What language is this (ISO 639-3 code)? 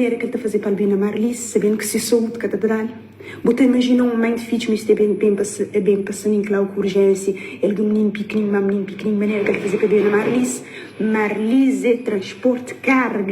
kea